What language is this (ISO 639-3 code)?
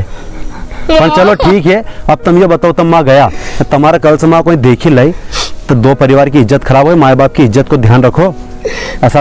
raj